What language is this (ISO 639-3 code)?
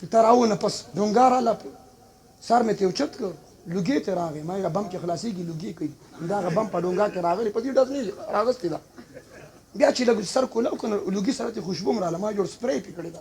pus